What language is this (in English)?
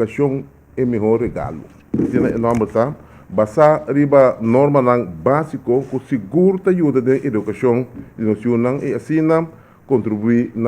Papiamento